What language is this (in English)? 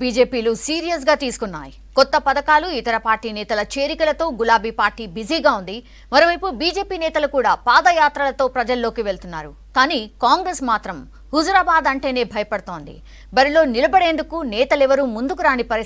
Telugu